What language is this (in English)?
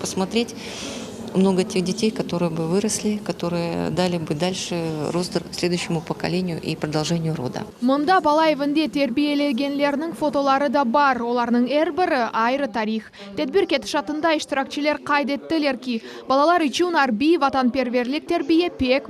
Crimean Tatar